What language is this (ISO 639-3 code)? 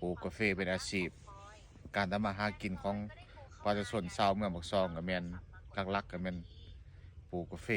lao